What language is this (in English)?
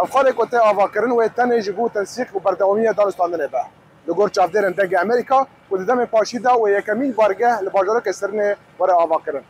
Kurdish